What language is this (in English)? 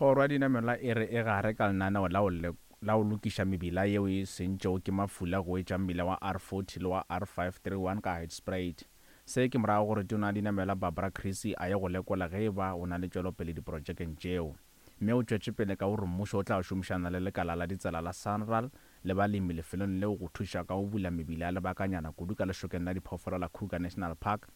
Northern Sotho